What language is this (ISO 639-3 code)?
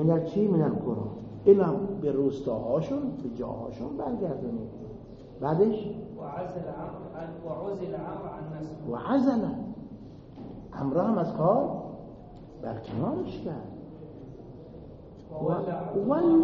fas